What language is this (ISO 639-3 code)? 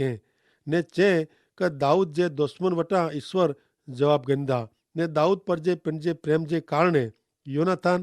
kfr